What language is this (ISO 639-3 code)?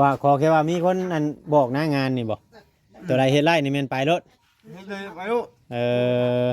tts